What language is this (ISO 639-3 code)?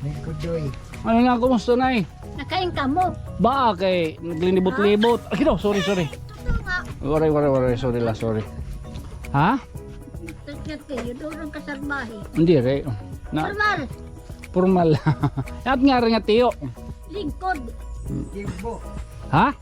war